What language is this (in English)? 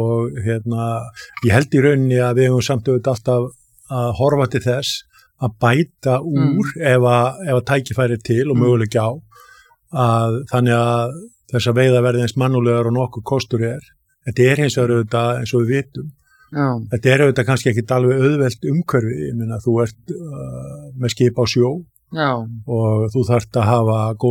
Icelandic